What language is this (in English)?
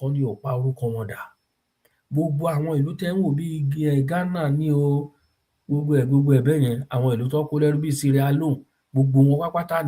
Yoruba